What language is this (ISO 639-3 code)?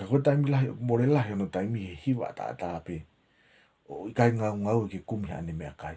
ton